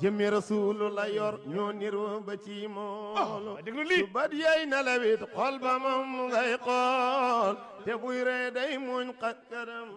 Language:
Wolof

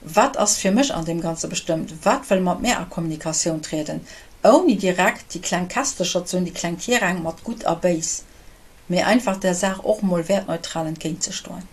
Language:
Luxembourgish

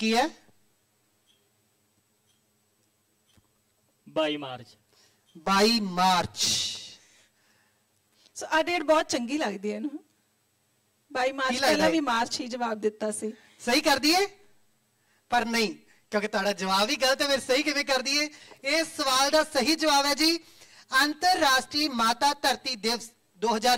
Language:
Punjabi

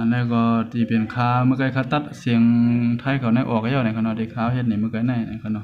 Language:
Shan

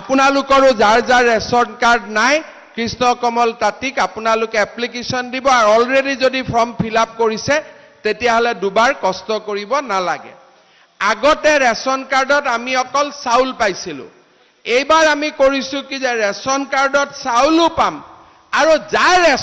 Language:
Assamese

